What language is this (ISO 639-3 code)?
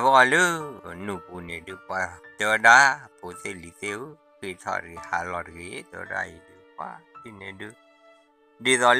ksw